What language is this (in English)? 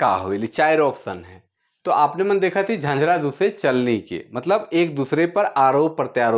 Sadri